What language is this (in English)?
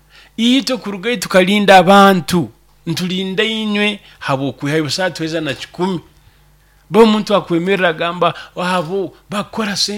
Nyoro